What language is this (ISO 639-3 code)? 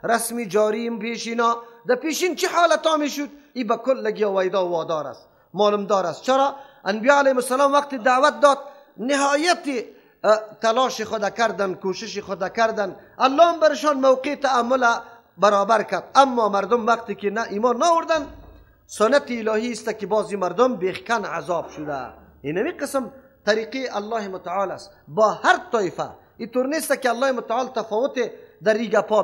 fas